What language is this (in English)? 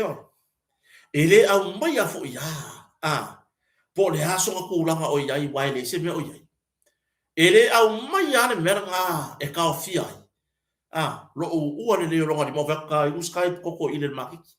Samoan